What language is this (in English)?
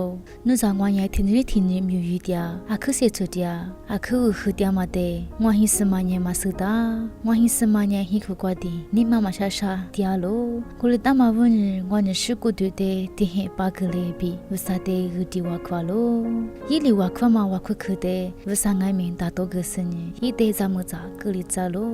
Lisu